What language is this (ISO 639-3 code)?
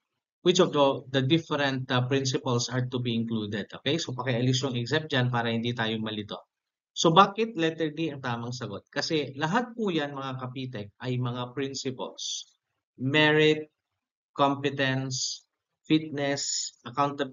fil